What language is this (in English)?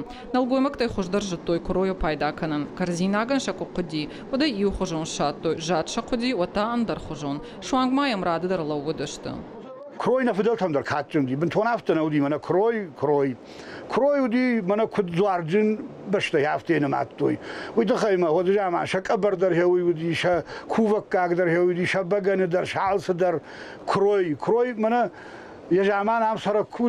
Ossetic